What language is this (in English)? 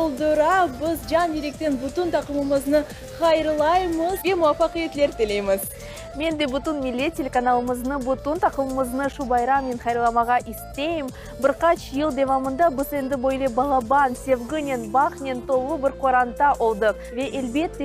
Crimean Tatar